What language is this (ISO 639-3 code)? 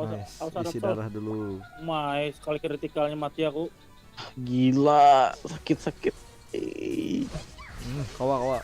bjn